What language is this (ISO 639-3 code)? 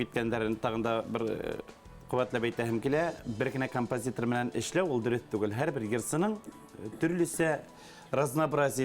bak